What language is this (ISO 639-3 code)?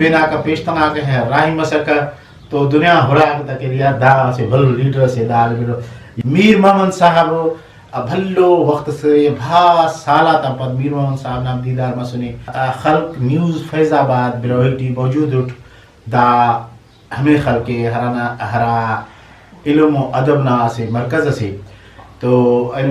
brh